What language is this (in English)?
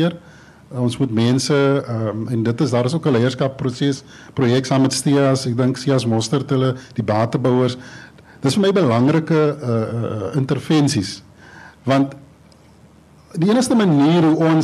Afrikaans